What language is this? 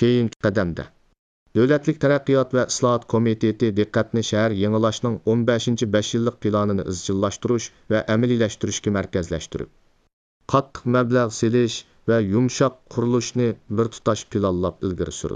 Uyghur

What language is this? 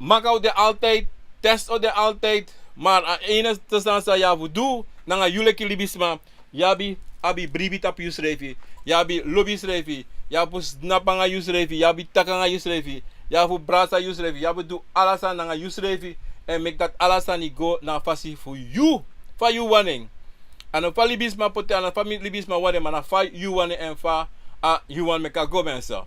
Sranan Tongo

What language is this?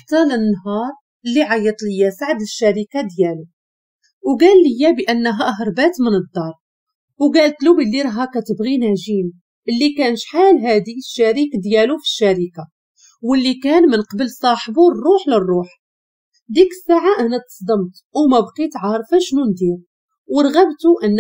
Moroccan Arabic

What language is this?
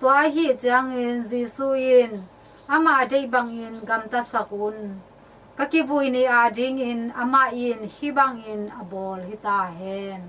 Tedim Chin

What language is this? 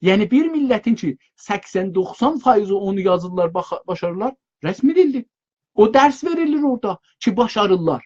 South Azerbaijani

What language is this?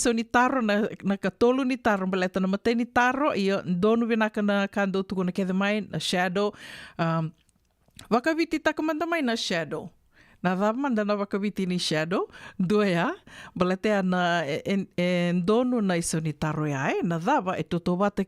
Fijian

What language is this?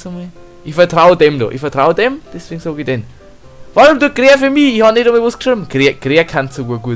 Bavarian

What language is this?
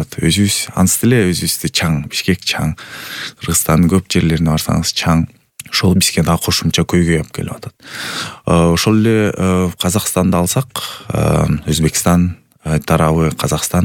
Kyrgyz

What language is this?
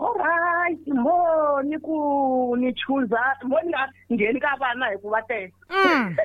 Tsonga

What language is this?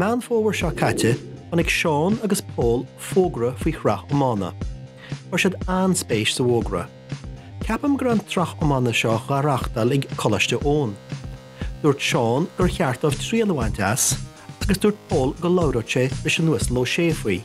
Irish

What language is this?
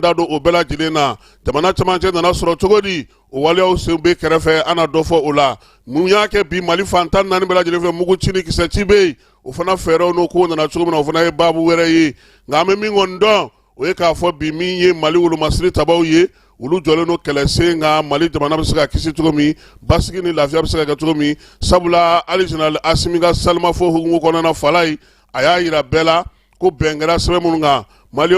Bambara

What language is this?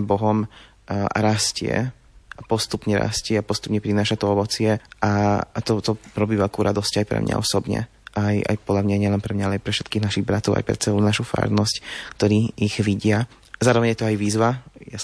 Slovak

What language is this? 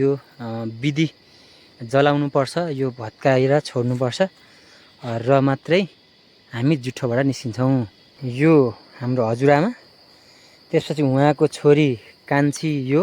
Nepali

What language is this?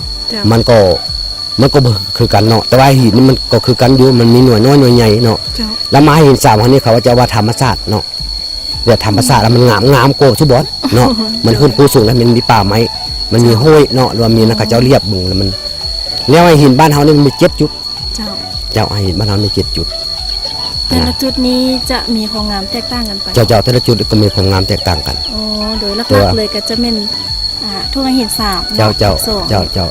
Lao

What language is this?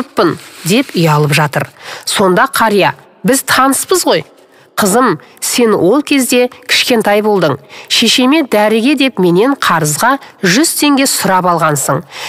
Kazakh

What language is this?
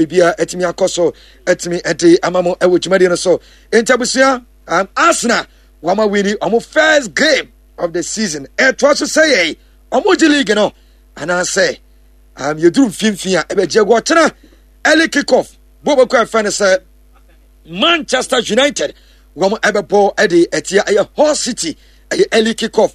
Akan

